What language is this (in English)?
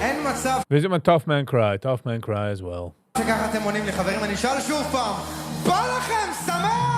Yiddish